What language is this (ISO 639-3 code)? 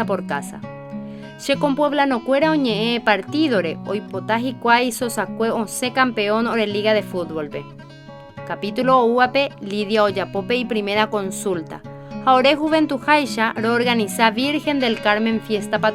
grn